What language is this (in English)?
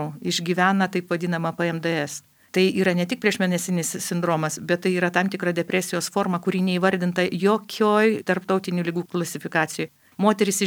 Lithuanian